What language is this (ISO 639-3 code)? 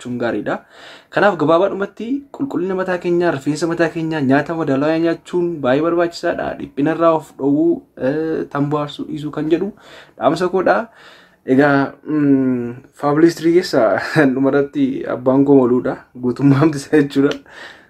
orm